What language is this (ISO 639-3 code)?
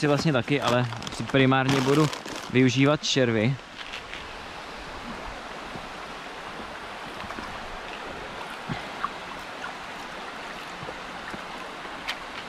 ces